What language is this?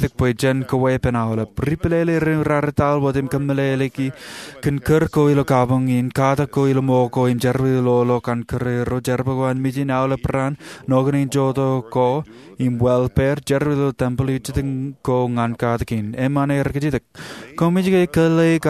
Marshallese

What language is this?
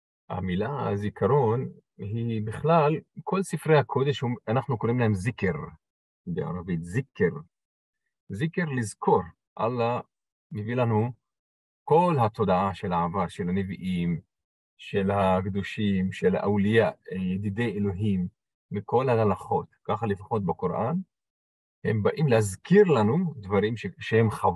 Hebrew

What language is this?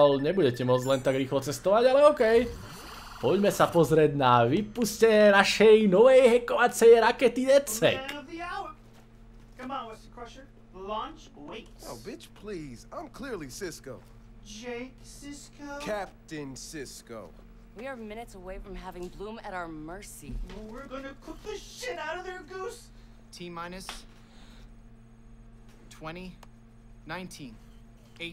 Slovak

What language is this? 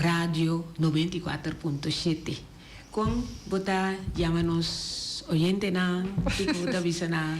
Papiamento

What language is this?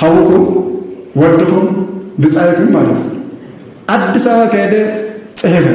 Tigrinya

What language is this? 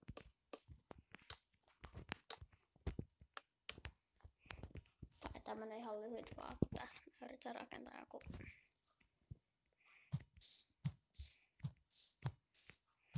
Finnish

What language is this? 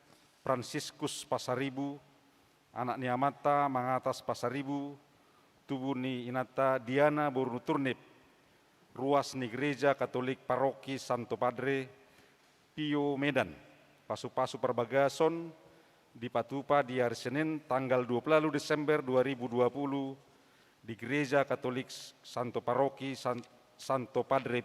Batak Toba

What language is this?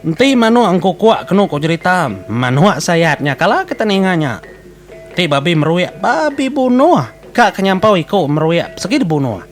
Iban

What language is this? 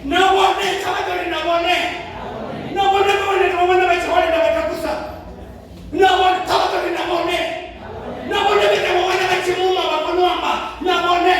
Venda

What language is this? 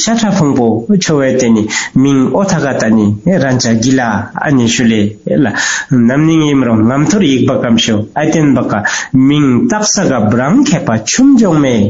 Tibetan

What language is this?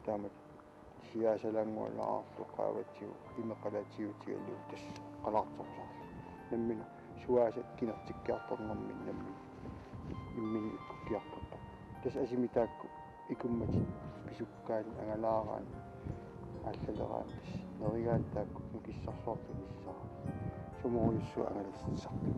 Kalaallisut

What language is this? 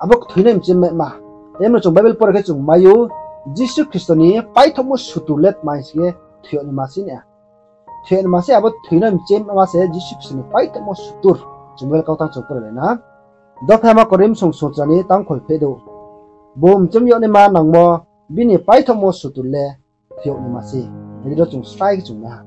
Riang (India)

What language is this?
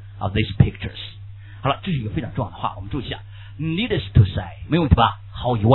Chinese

